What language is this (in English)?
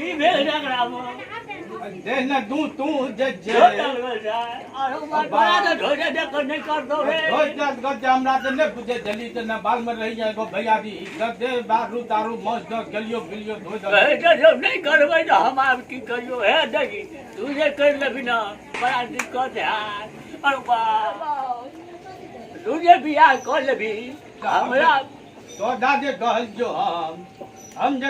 Maithili